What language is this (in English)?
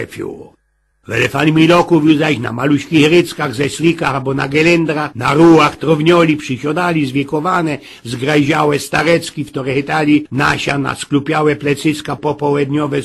Silesian